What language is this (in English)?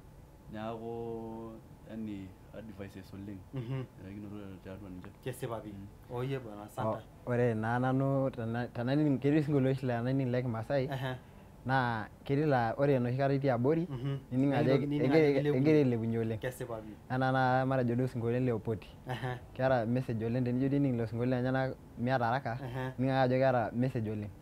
Masai